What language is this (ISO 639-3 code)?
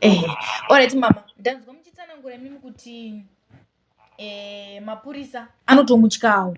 sna